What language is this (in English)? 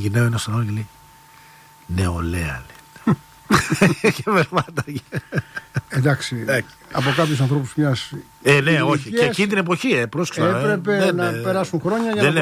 Greek